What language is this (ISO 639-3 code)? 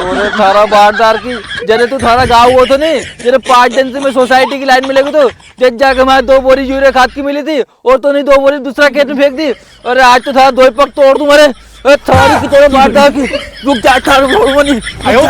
raj